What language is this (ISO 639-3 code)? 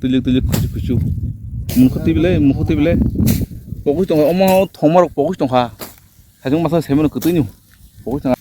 trp